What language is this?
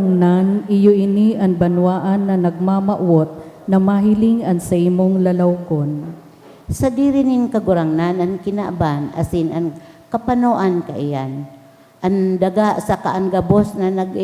Bikol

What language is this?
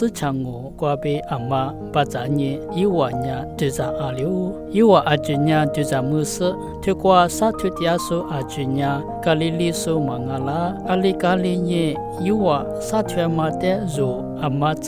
Lisu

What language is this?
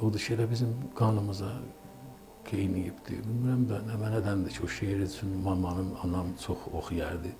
Azerbaijani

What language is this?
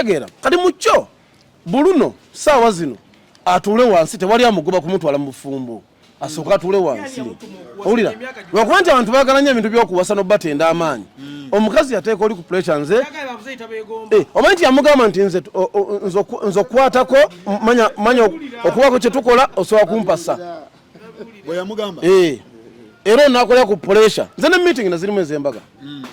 Ganda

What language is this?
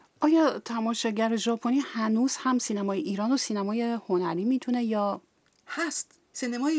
Persian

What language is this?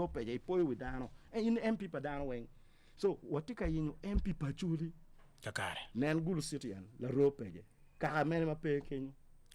Acoli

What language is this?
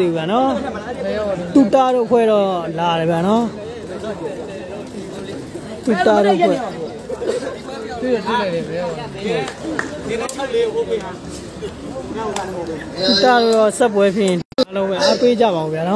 Burmese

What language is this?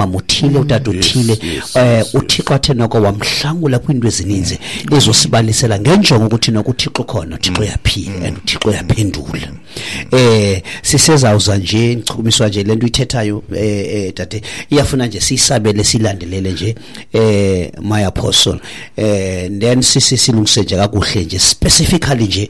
Xhosa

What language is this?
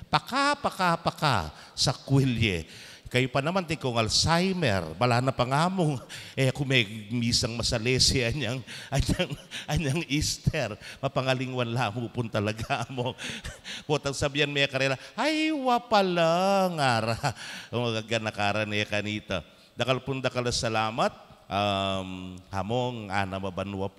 Pampanga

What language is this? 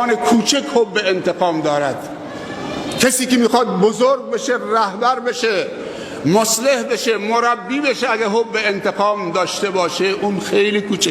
Persian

